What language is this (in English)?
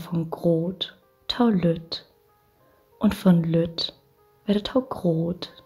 Low German